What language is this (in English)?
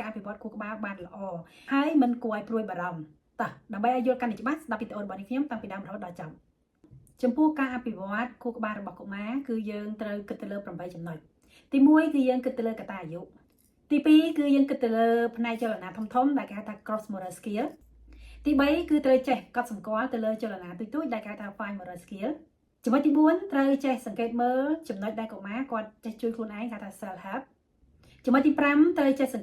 Khmer